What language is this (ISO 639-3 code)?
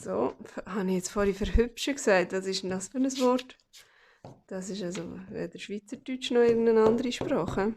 gsw